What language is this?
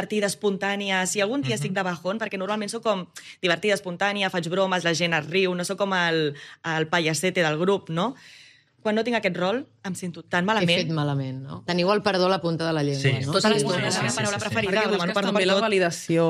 Catalan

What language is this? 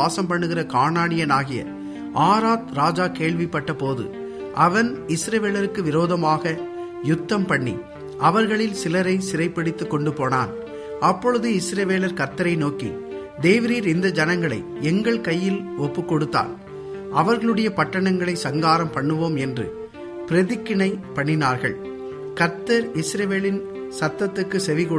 Tamil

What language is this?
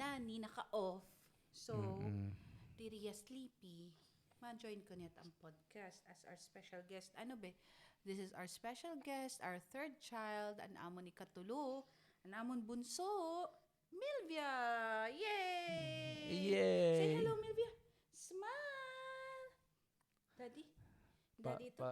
Waray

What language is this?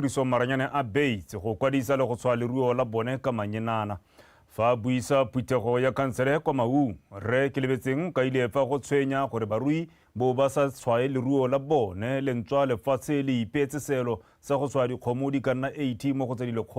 Tswana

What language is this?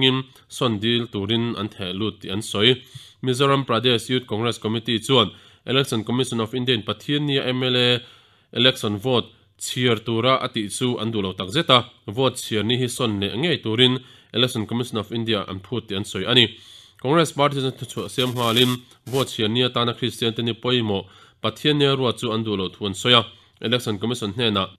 Mizo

